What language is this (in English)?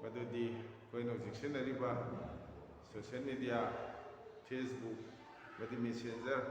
Manipuri